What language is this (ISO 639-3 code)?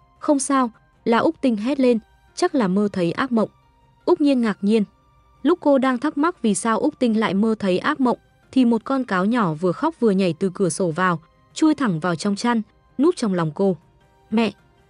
vie